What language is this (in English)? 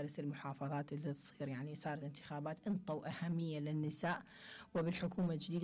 Mesopotamian Arabic